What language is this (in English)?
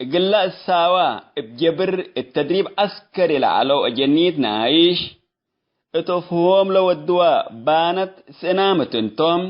Tigre